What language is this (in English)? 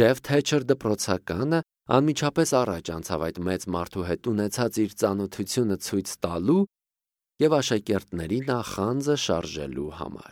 Armenian